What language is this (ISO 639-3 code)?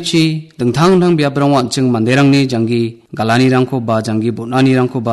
grt